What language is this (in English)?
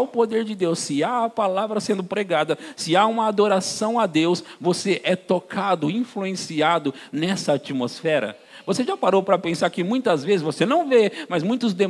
Portuguese